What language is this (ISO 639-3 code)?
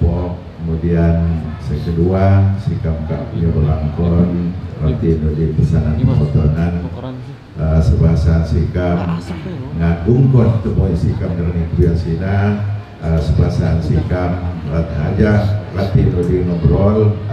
ljp